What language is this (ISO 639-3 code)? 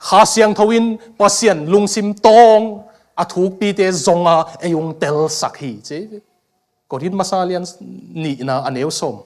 ctd